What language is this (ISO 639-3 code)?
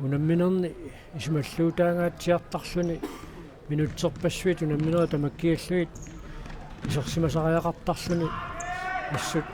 kal